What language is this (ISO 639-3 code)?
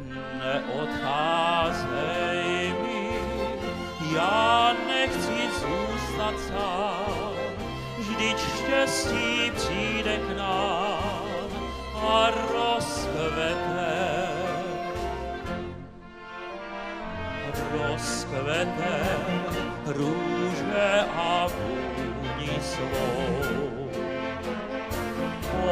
ces